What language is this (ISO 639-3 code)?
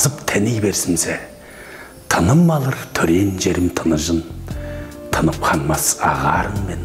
tyv